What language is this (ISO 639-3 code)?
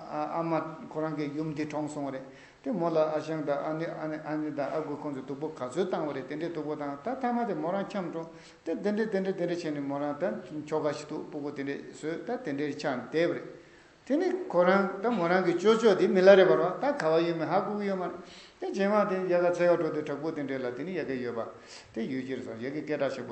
bod